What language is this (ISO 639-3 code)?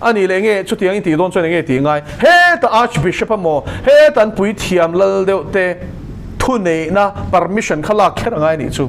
lus